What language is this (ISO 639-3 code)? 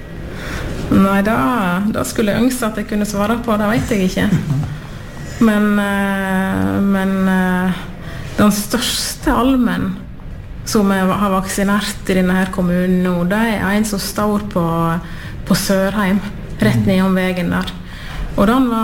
nor